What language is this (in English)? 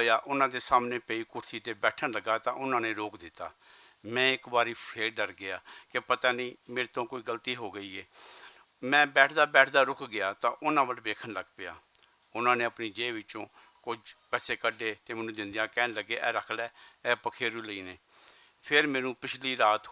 Western Panjabi